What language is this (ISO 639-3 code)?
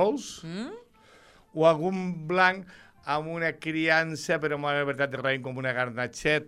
cat